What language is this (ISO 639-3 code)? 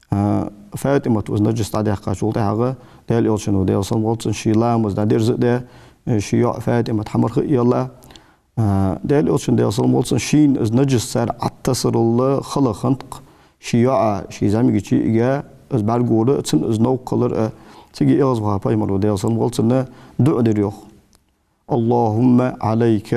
inh